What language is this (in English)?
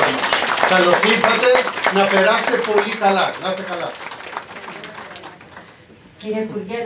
Greek